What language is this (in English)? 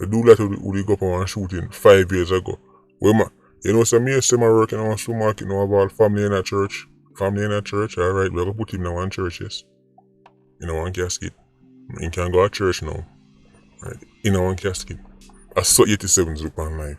Jamaican Creole English